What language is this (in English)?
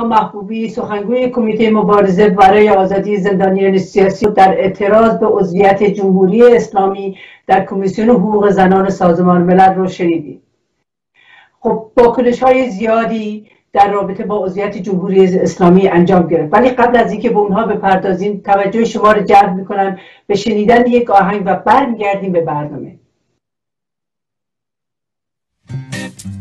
Persian